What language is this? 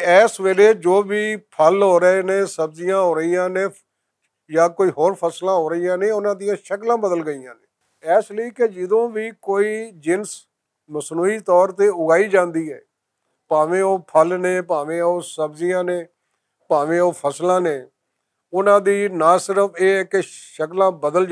Western Panjabi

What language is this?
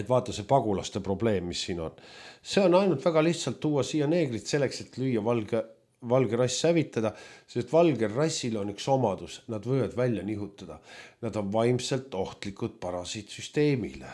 Estonian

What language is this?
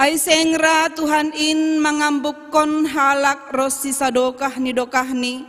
Batak Simalungun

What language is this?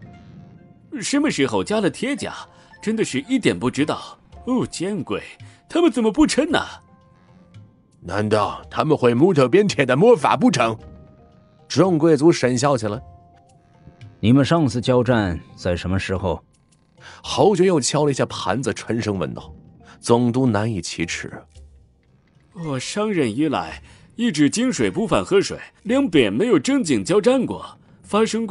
Chinese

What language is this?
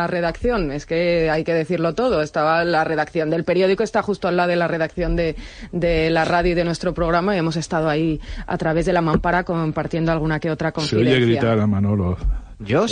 Spanish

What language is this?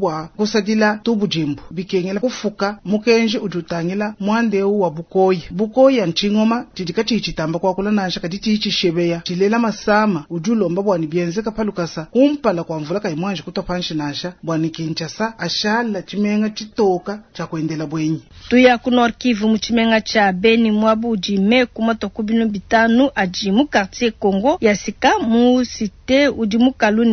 Luba-Lulua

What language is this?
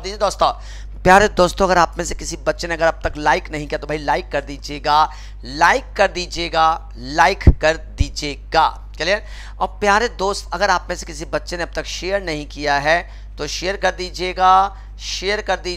Hindi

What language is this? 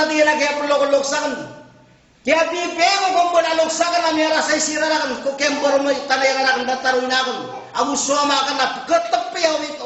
Maranao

